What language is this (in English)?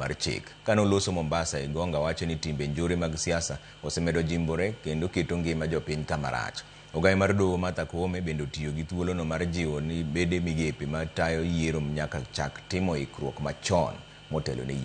Luo (Kenya and Tanzania)